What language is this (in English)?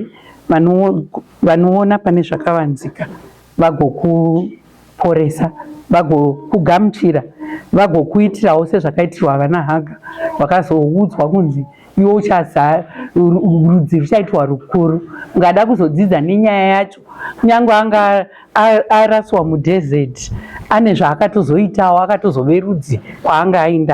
Shona